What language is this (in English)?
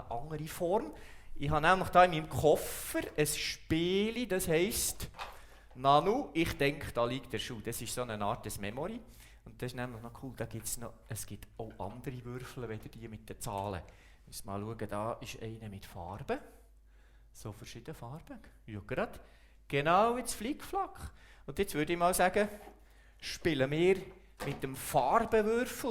Swiss German